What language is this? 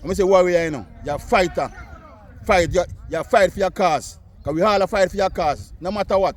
Jamaican Creole English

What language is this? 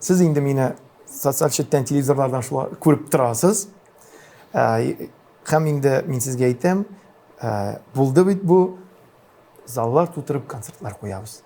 Tatar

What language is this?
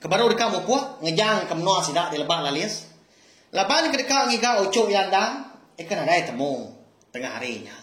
Iban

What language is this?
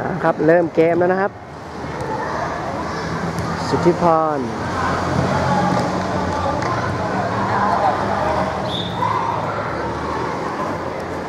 Thai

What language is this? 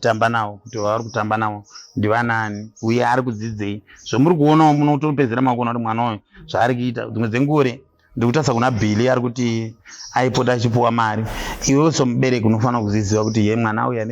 Shona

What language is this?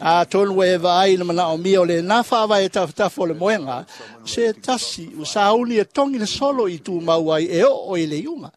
Samoan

